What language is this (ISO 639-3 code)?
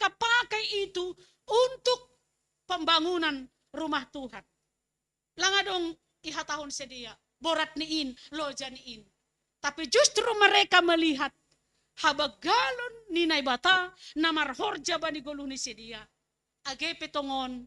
bts